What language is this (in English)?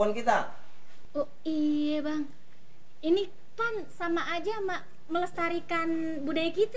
Betawi